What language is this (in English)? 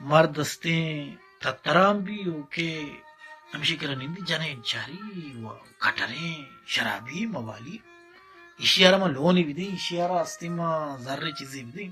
Baluchi